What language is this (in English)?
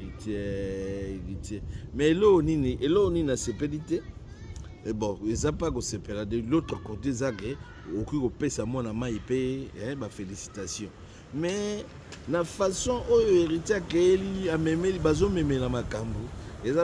Lingala